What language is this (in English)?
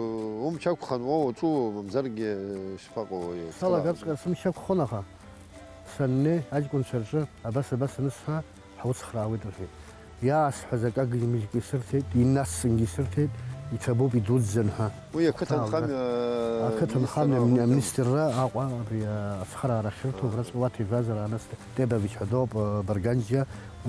Abkhazian